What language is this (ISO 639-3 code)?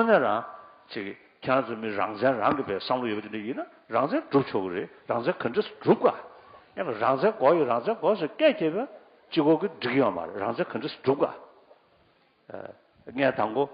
bod